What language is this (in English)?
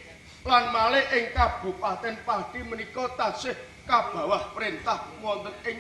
Javanese